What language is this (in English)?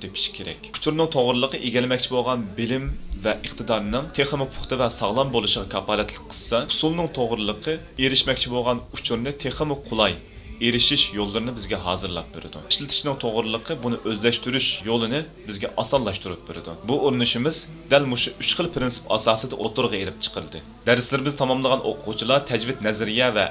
Uyghur